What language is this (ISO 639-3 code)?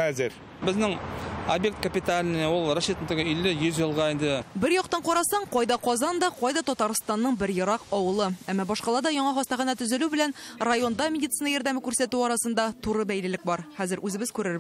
tat